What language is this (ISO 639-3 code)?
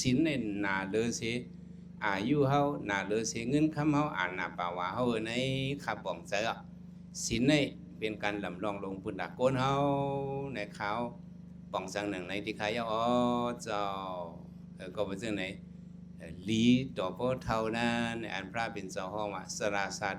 shn